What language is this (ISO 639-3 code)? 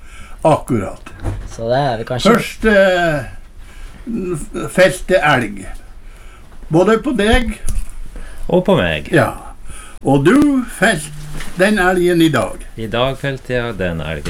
nor